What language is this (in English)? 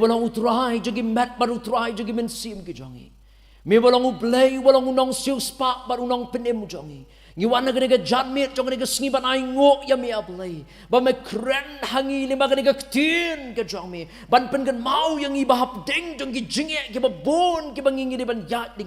Khasi